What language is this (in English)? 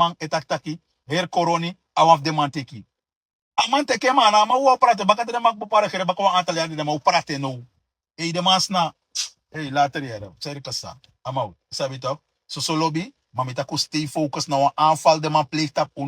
Sranan Tongo